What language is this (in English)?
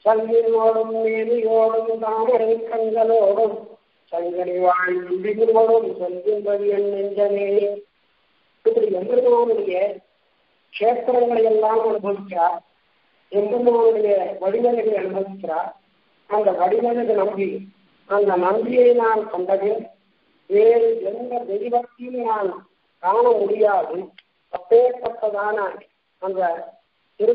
Tamil